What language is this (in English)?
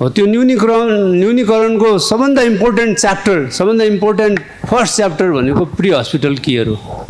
Nepali